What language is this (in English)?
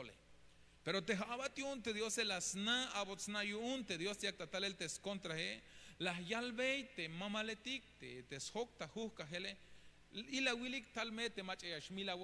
Tzeltal